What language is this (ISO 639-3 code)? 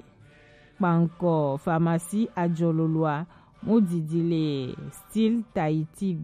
gej